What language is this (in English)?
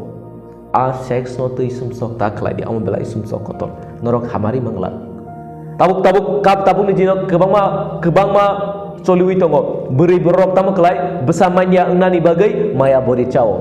Kok Borok